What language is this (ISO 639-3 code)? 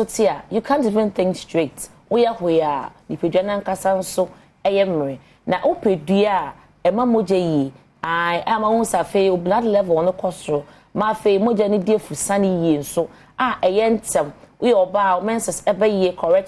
aka